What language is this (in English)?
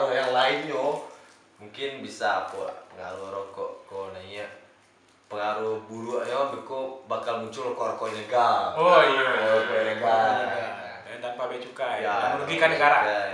Minangkabau